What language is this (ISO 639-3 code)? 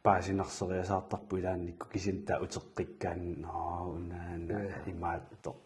kal